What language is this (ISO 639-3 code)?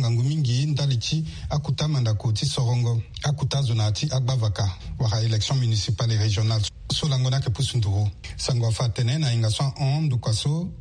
sag